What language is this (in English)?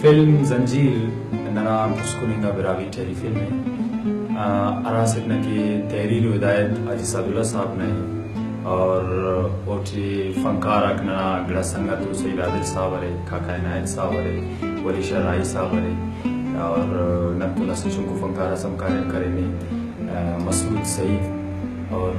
Brahui